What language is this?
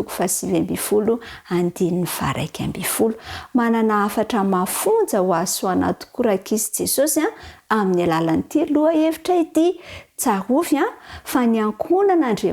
Malagasy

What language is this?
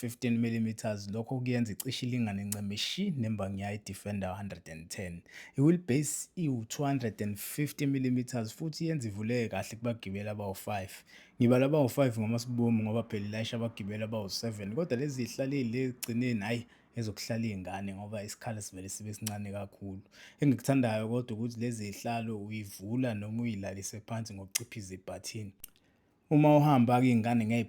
Zulu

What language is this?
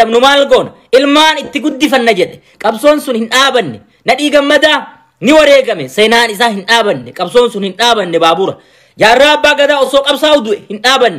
Oromo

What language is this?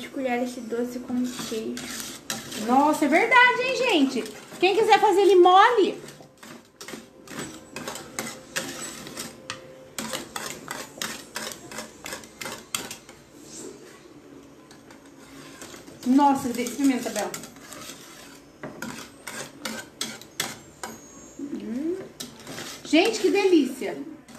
Portuguese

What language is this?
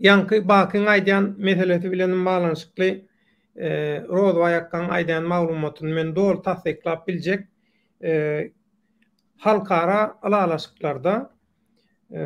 Turkmen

